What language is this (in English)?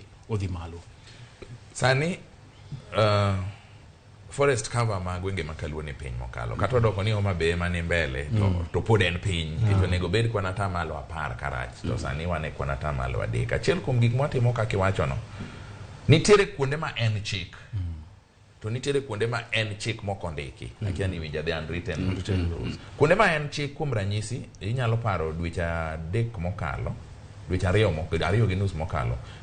Luo (Kenya and Tanzania)